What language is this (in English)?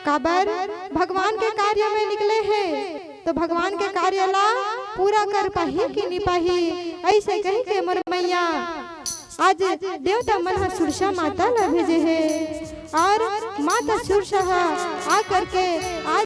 Chhattisgarhi